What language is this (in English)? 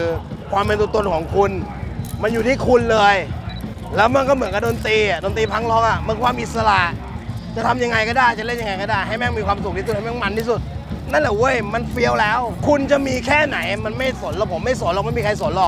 Thai